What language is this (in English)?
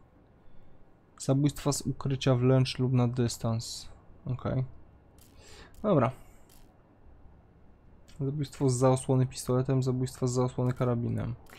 Polish